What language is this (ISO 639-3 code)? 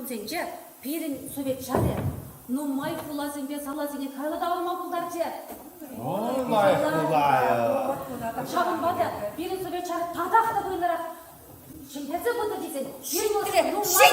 chv